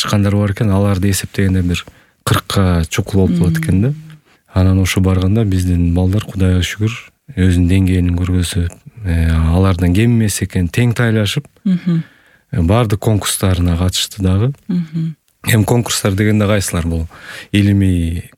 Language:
Kyrgyz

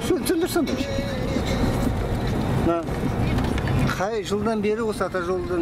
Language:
Kazakh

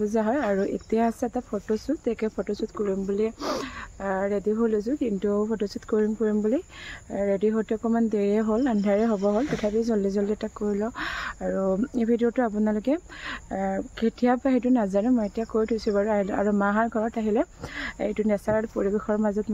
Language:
Assamese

